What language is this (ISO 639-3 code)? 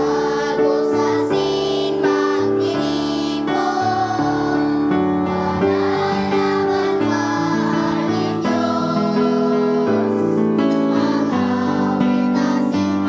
bik